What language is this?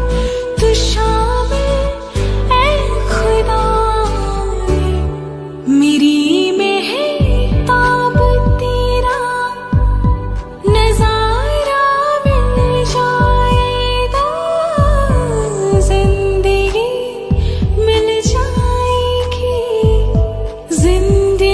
Hindi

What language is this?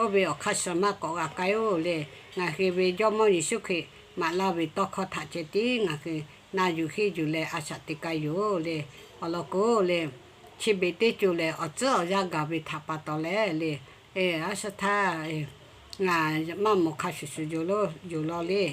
Lahu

